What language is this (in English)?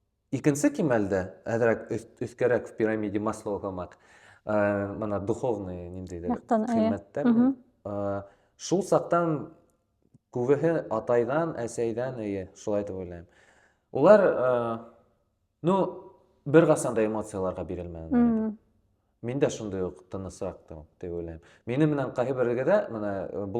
Bashkir